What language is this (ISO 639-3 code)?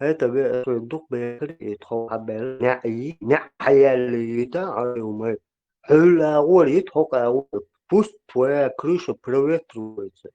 che